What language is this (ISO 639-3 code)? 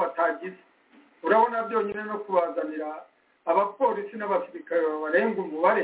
kin